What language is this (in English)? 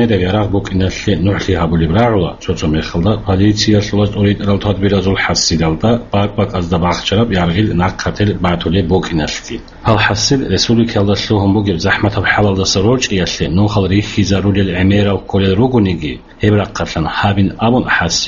Avaric